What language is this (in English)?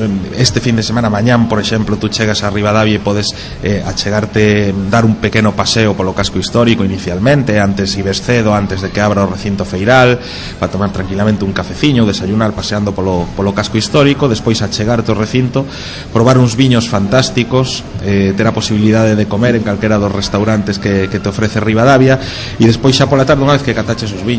Galician